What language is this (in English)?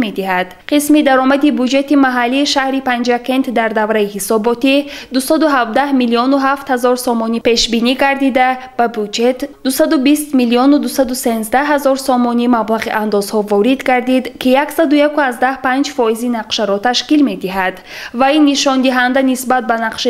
Tajik